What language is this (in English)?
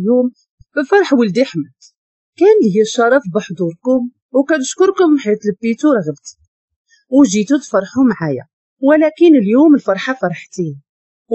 Moroccan Arabic